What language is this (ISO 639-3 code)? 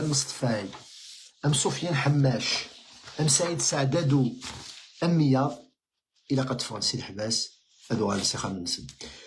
kab